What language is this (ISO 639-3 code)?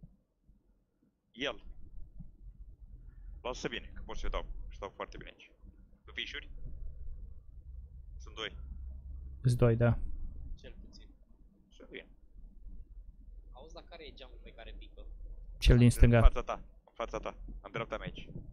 ron